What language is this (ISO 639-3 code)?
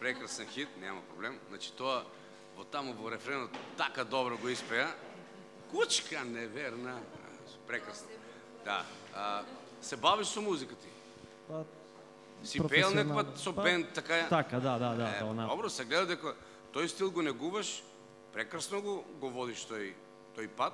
mkd